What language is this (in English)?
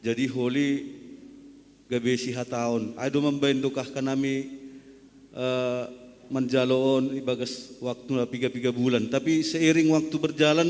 Batak Simalungun